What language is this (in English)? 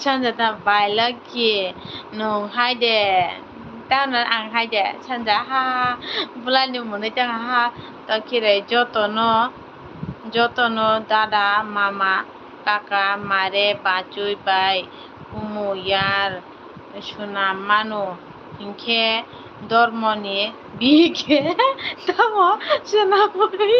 Kok Borok